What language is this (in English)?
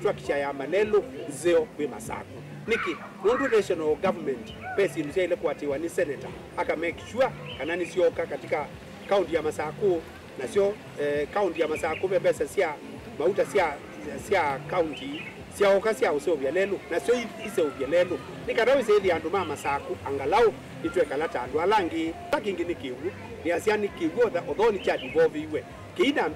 Kamba